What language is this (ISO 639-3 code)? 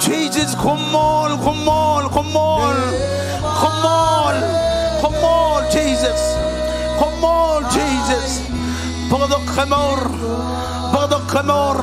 mah